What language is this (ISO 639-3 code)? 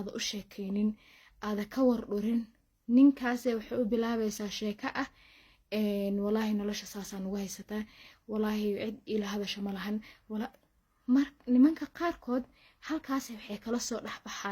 som